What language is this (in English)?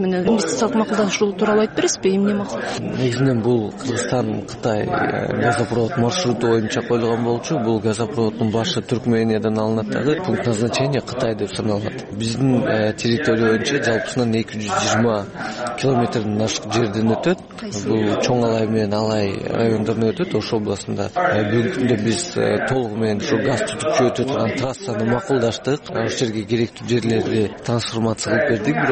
Kyrgyz